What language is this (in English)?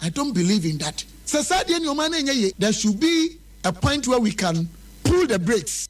Akan